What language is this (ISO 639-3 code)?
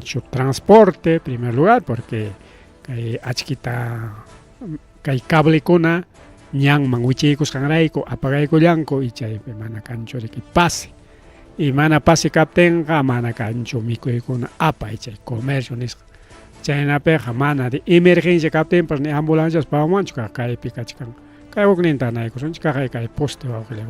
quy